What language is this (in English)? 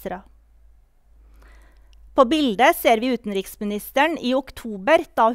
Norwegian